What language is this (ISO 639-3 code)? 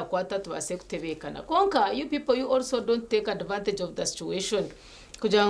nyn